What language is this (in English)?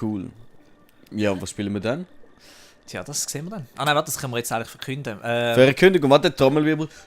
Swiss German